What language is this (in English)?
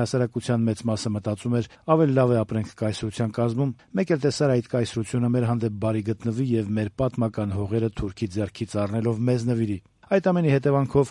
Armenian